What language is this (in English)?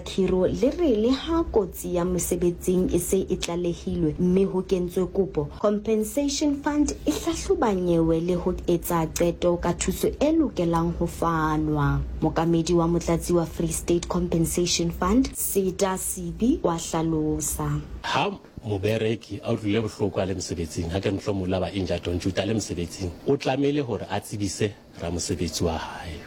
Southern Sotho